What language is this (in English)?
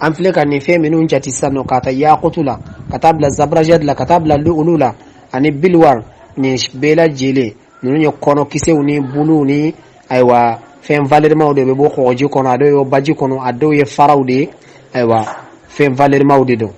Bambara